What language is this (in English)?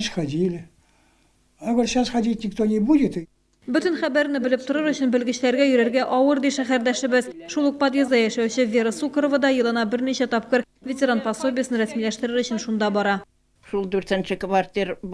Tatar